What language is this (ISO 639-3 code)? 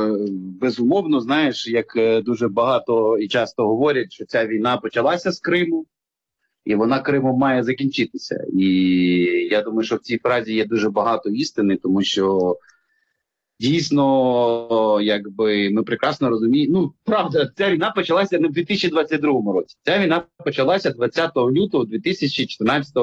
ukr